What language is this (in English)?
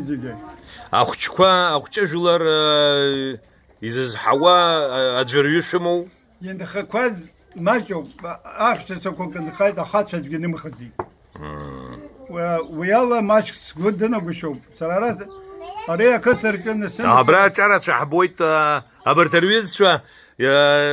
Abkhazian